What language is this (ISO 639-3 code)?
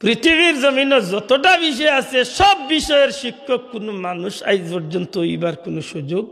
syl